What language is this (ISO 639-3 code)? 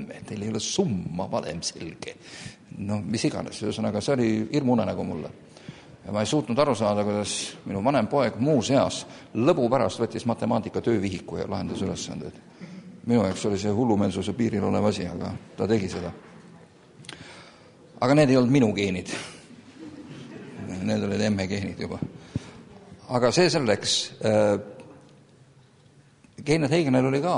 est